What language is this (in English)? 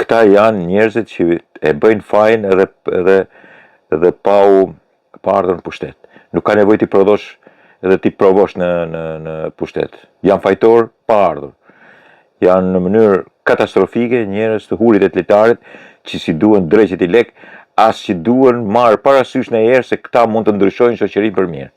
Albanian